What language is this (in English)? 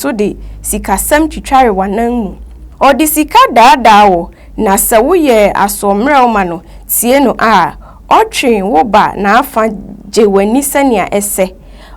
Akan